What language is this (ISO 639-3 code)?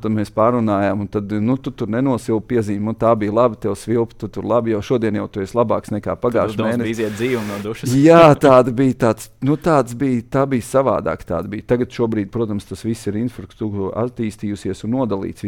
lav